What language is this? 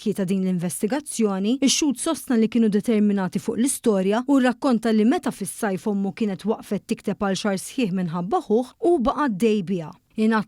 Maltese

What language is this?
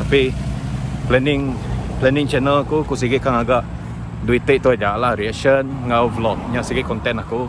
Iban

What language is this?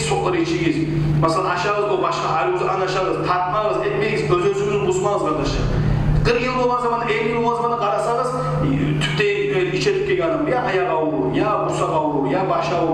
Kumyk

